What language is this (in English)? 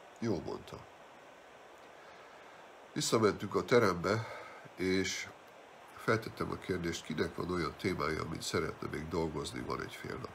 Hungarian